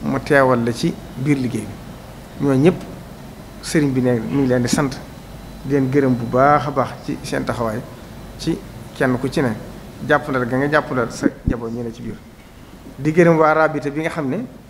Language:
Wolof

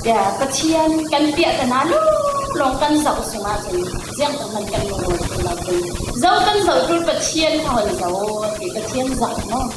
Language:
Falam Chin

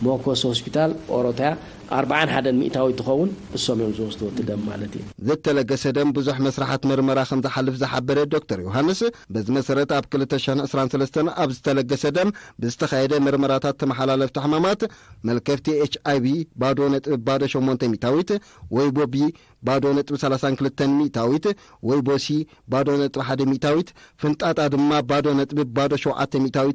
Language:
Tigrinya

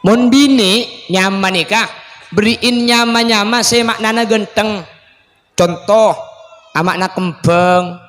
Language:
Madurese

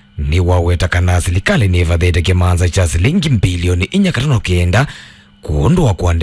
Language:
Kamba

